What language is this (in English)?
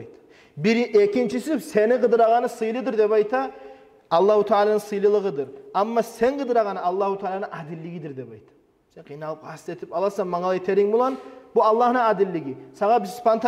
Kumyk